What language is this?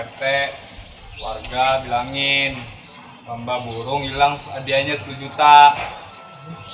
Betawi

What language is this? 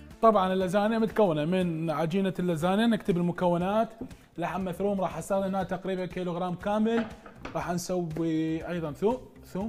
Mesopotamian Arabic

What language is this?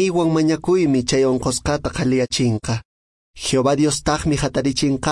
Quechua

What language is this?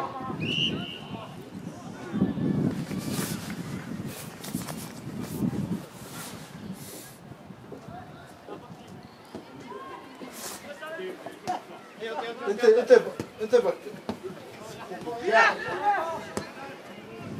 Swedish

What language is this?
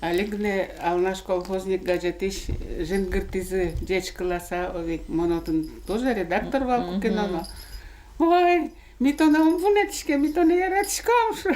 Udmurt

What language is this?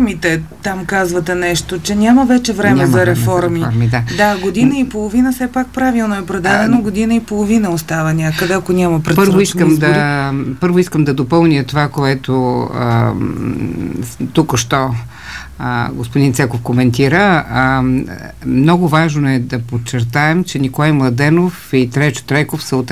Bulgarian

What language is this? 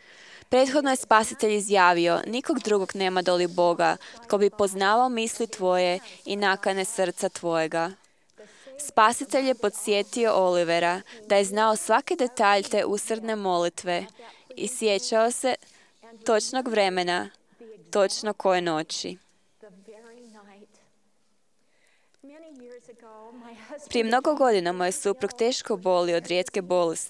Croatian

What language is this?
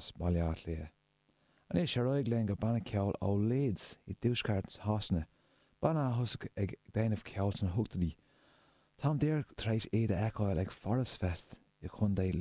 Irish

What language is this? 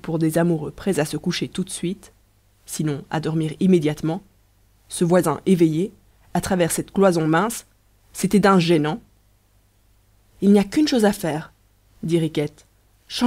French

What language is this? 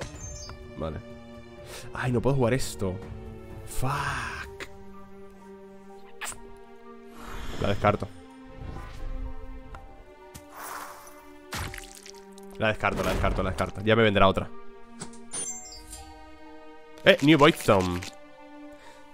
Spanish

